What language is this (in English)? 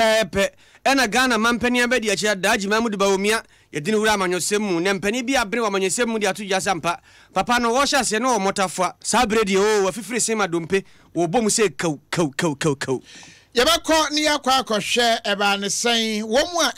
Akan